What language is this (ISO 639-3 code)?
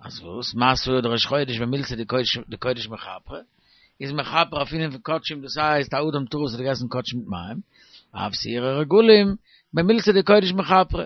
yid